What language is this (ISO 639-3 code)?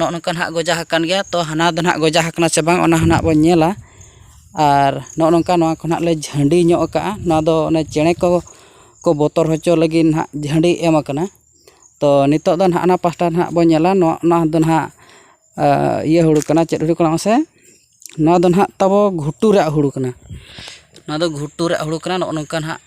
sat